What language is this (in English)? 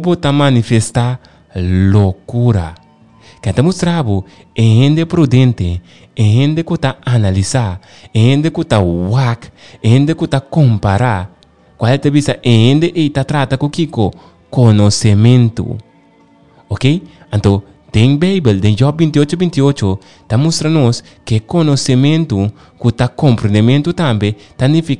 Papiamento